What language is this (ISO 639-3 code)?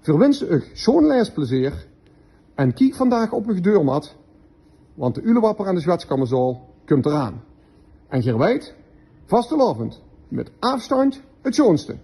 lim